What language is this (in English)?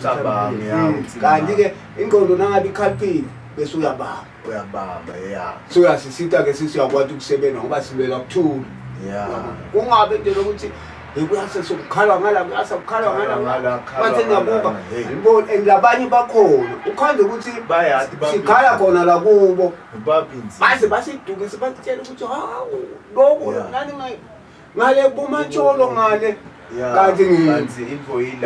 Zulu